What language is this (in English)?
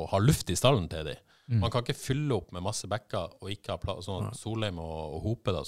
Norwegian